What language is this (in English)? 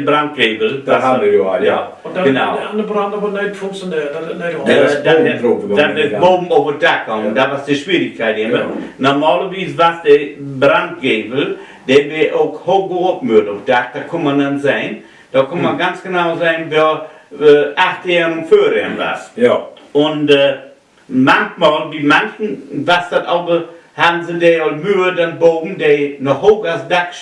Low German